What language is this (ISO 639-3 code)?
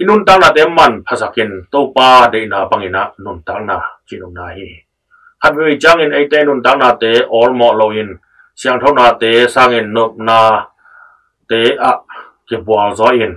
ctd